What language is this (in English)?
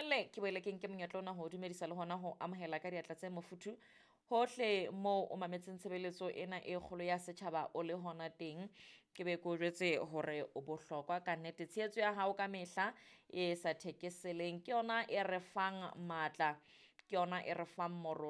Southern Sotho